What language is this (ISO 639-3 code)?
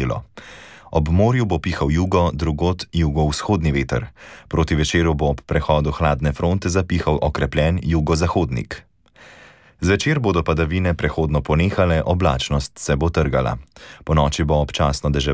slv